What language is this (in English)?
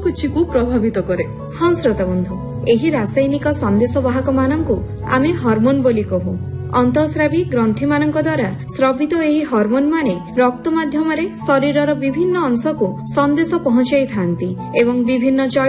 Odia